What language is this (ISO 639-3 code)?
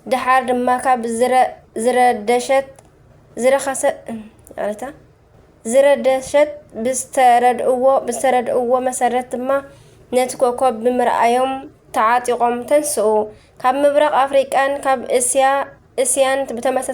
tir